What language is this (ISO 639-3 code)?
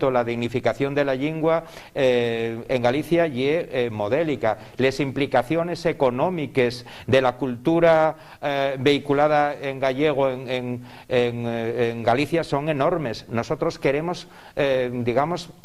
ast